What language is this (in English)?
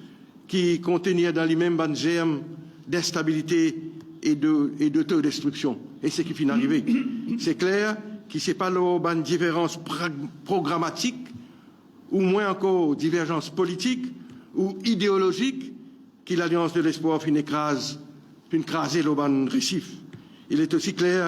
Morisyen